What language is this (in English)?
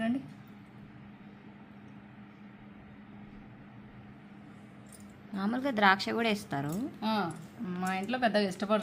Telugu